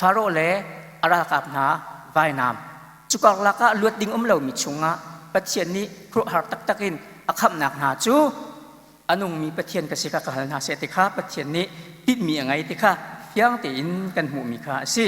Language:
Hakha Chin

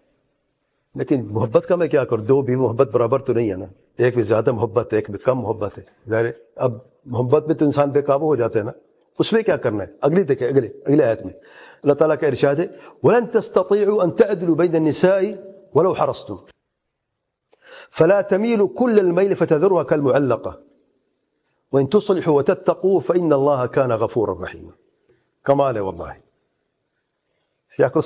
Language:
Urdu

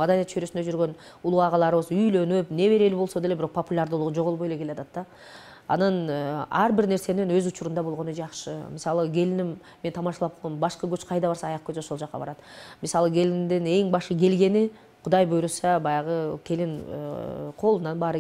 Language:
Kyrgyz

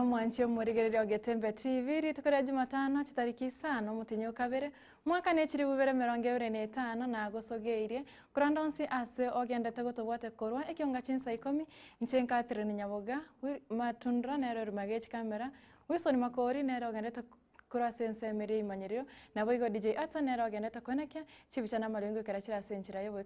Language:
Gusii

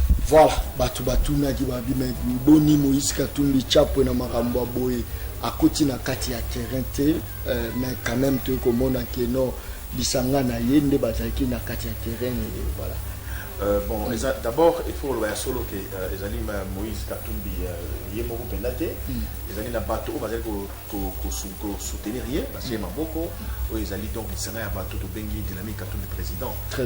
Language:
Lingala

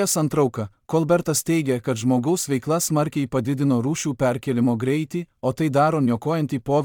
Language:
Lithuanian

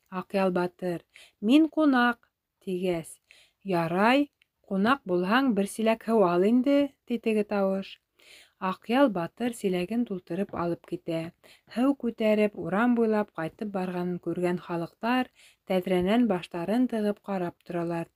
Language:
Bashkir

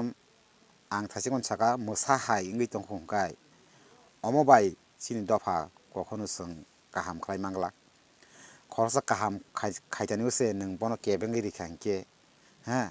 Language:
Kok Borok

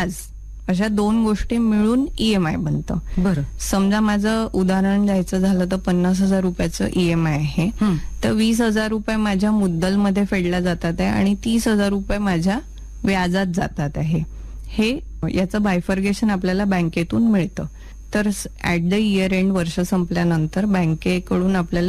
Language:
Marathi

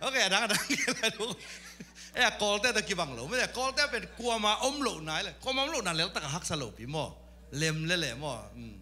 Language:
Tedim Chin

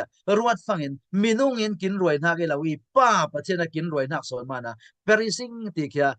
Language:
Falam Chin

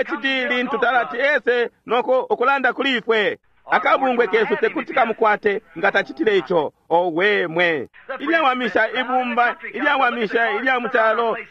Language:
Bemba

